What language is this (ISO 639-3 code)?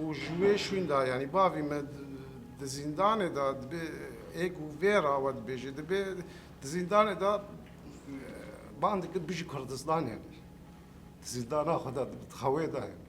kur